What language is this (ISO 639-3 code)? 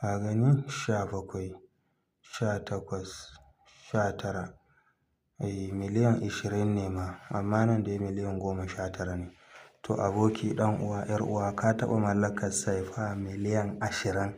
hau